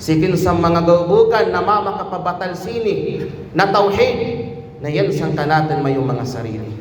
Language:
Kalagan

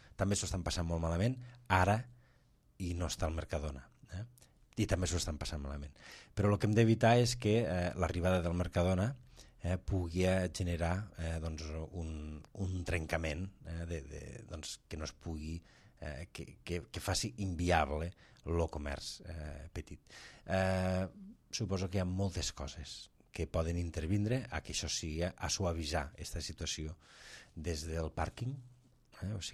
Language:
Catalan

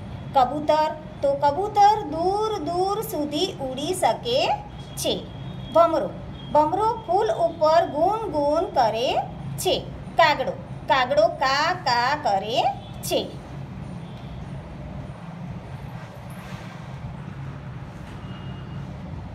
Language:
Gujarati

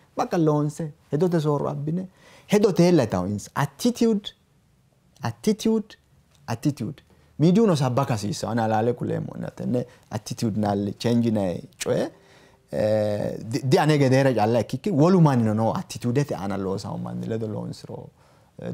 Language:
Sidamo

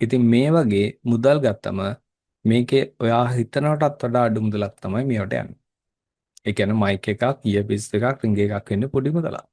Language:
Sinhala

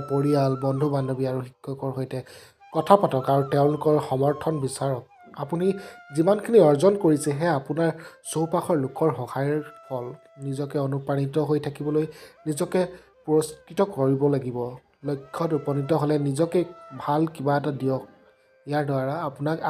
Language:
Assamese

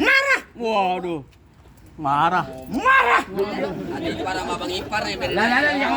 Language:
Betawi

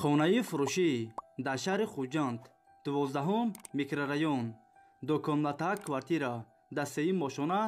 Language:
Tajik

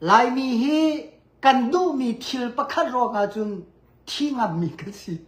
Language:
Hakha Chin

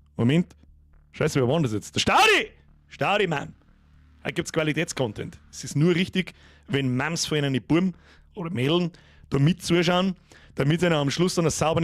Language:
Bavarian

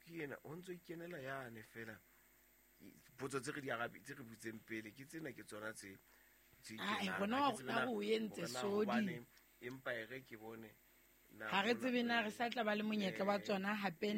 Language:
Southern Sotho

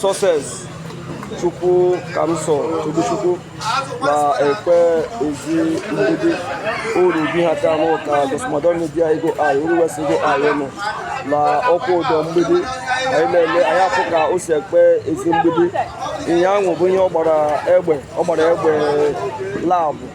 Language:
Igbo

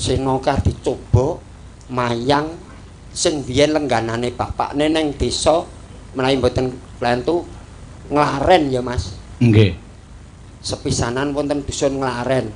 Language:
Javanese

